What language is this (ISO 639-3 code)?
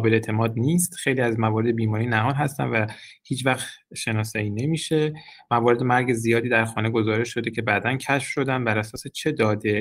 fas